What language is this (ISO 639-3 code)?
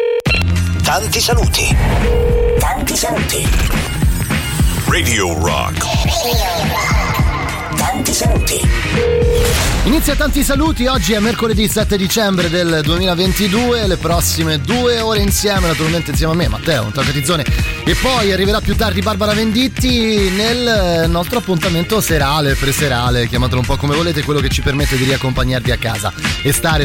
ita